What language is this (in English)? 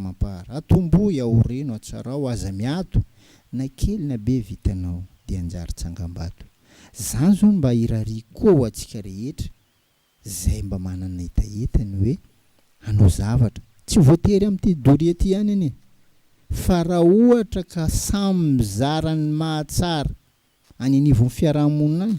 Malagasy